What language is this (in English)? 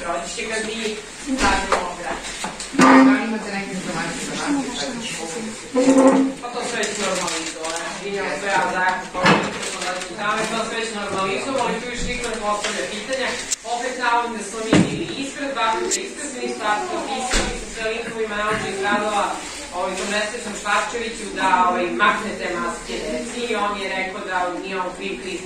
Serbian